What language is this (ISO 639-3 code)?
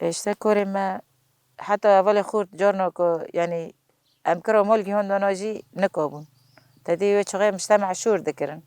kur